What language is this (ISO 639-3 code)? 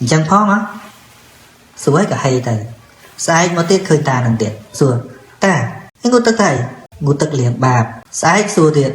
khm